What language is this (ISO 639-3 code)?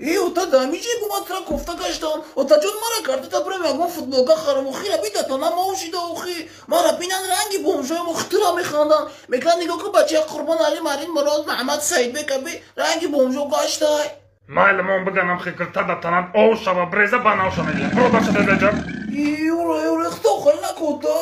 tgk